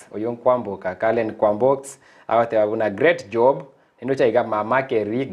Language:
Gusii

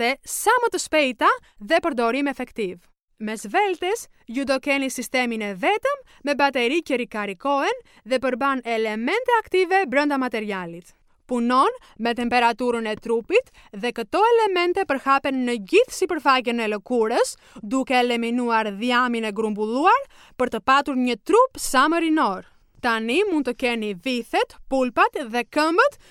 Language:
Albanian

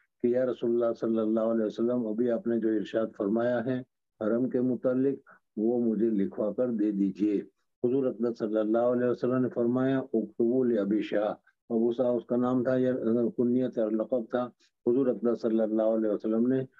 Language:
Urdu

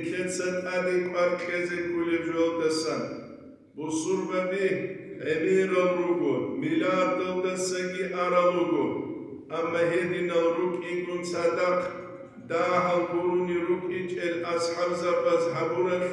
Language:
Avaric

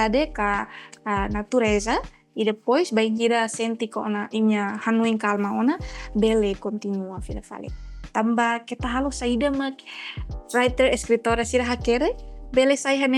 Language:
Tetum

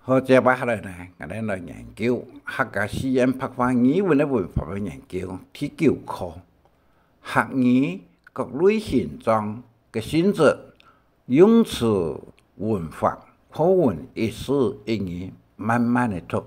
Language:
Hakka Chinese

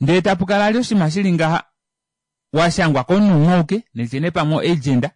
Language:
Kuanyama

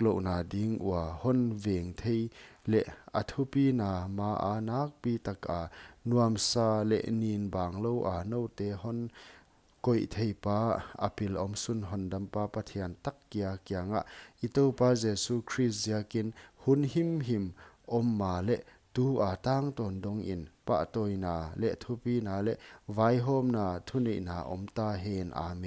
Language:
Paite Chin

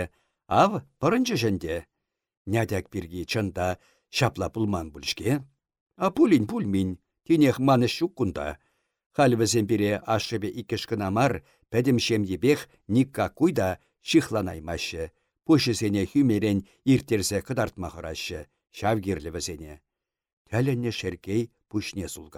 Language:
Chuvash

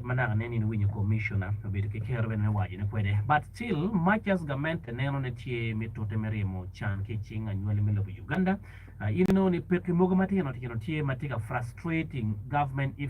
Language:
Acoli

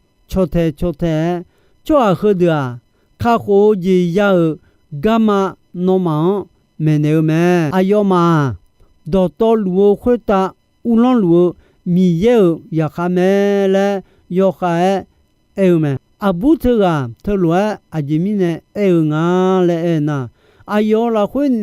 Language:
Akha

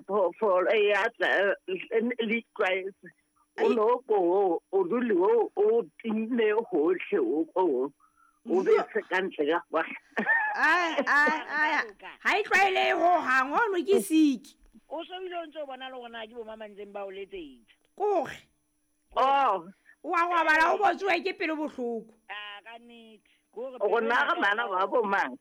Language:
Southern Sotho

